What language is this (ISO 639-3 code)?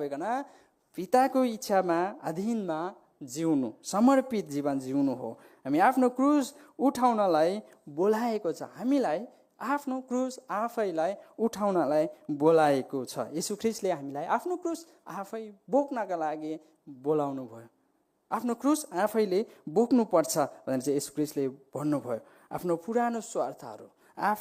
nep